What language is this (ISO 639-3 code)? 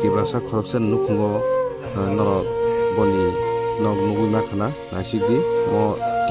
trp